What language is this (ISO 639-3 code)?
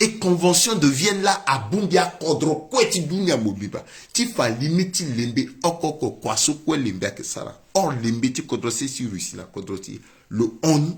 sag